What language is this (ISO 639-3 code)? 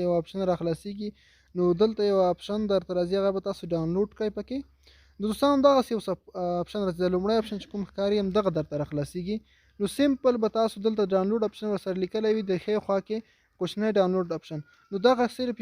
pus